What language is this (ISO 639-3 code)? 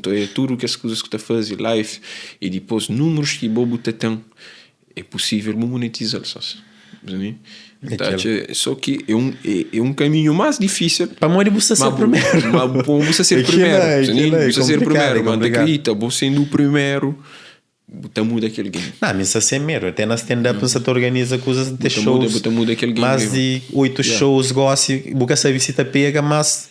kea